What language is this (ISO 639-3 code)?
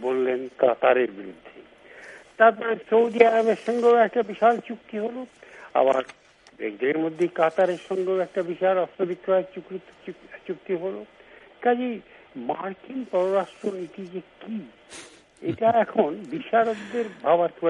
ben